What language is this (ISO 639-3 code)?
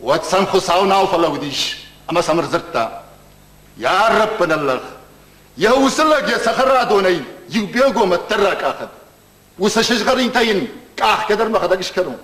oss